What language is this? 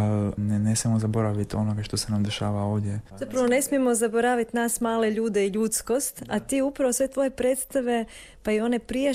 Croatian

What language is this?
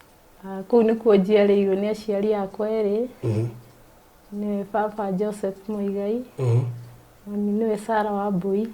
Kikuyu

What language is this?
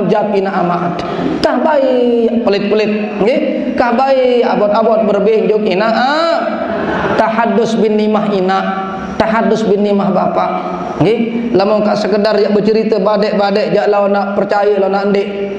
Sasak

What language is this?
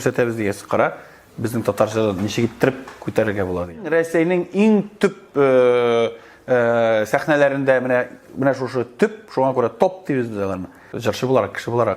Tatar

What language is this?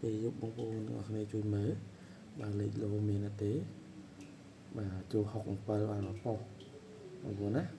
Khmer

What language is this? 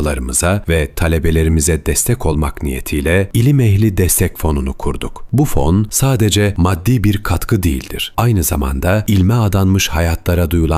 Turkish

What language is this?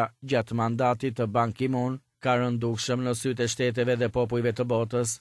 Albanian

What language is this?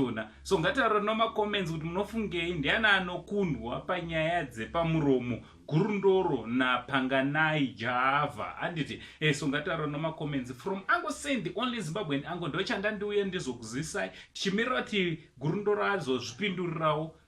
Shona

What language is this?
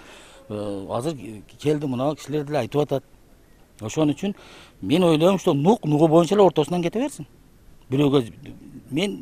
Kyrgyz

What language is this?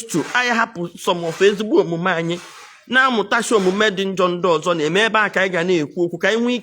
Igbo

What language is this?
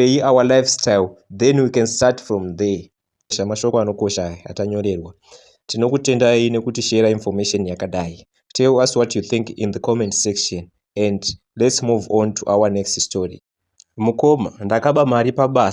Shona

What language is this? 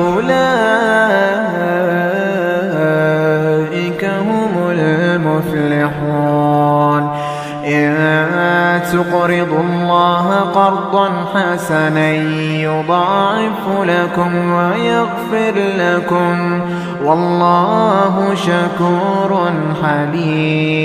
Arabic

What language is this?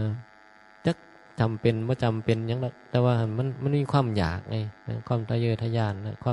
Northeastern Thai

